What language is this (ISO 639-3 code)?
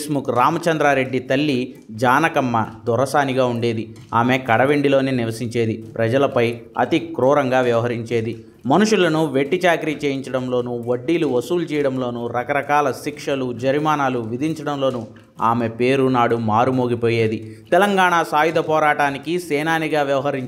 tel